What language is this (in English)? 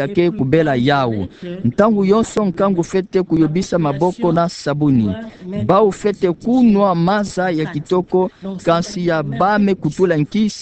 Kituba (Democratic Republic of Congo)